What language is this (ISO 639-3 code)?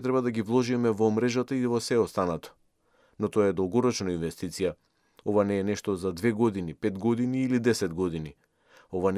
mkd